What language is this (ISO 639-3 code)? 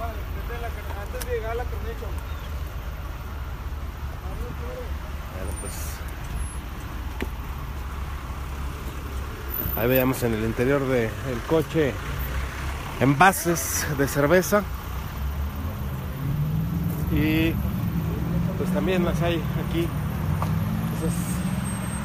spa